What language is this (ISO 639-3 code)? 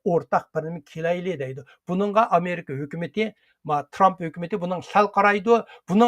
uig